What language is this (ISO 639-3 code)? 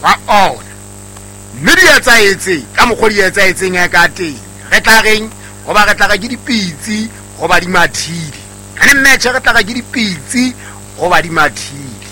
sot